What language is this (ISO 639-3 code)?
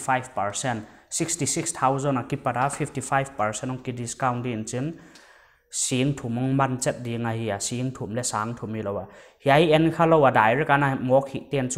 pck